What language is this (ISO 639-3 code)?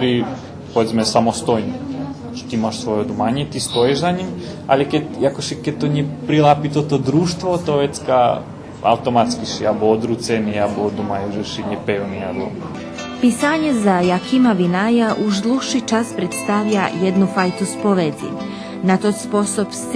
rue